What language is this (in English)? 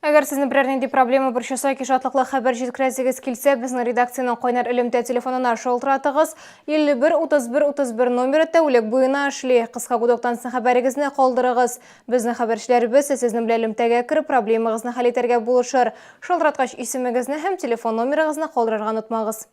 Tatar